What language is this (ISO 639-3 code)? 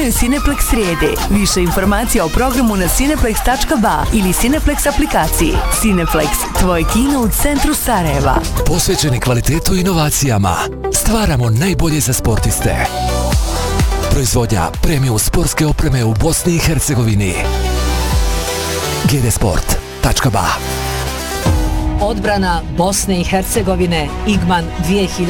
bos